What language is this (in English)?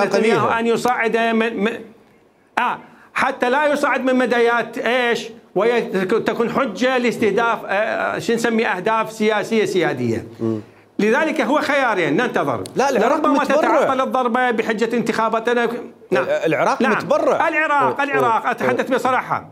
Mesopotamian Arabic